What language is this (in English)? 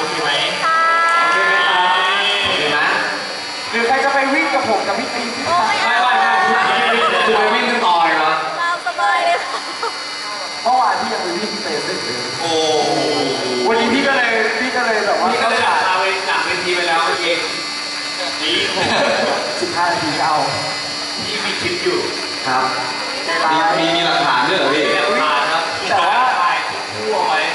Thai